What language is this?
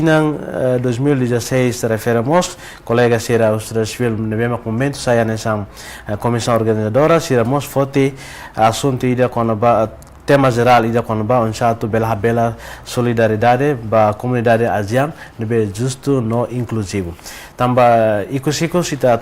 Tetum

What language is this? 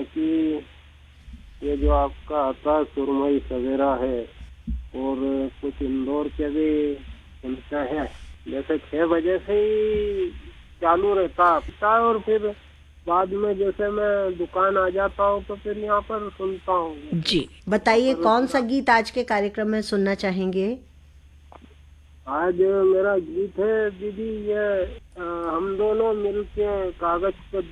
Hindi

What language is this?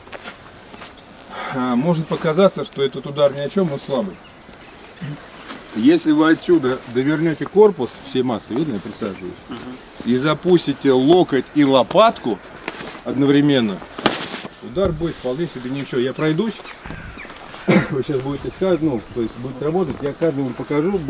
Russian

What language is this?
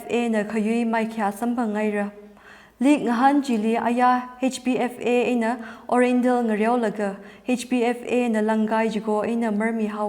Tangkhul Naga (India)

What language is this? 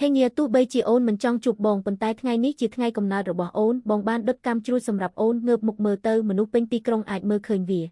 Khmer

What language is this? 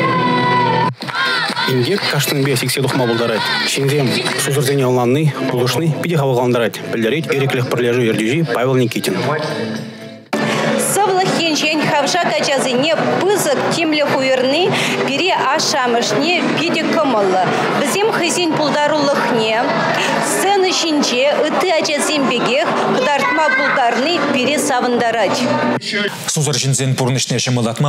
Chuvash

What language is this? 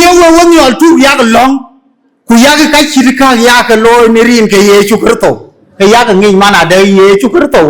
Dinka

